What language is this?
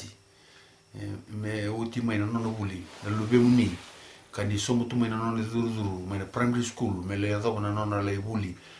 Fijian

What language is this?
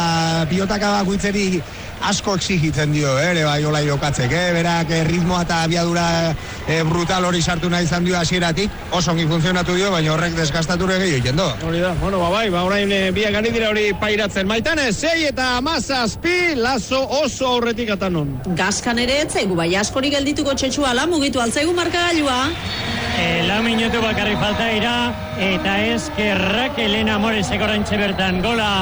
Basque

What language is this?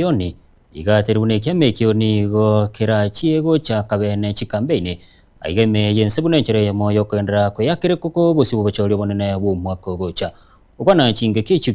Gusii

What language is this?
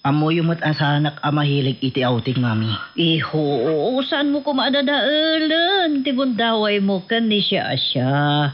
Iloko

